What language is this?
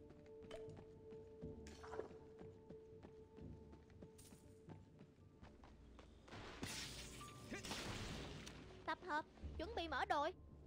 Vietnamese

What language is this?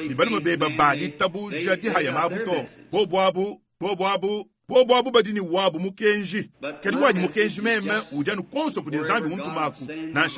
Luba-Lulua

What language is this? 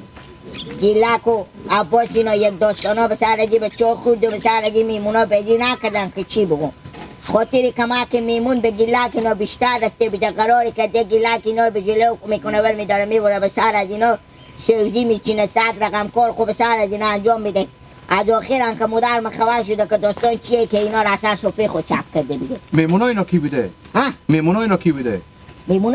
Hazaragi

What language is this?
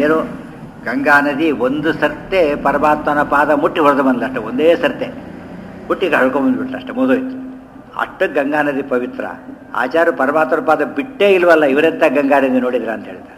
Kannada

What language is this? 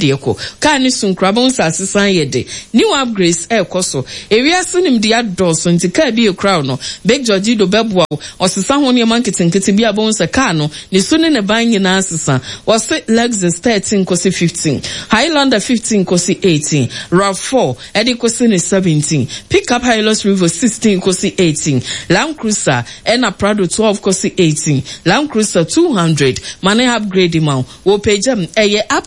Akan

